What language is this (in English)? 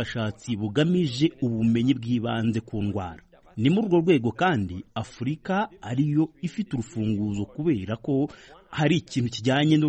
Kinyarwanda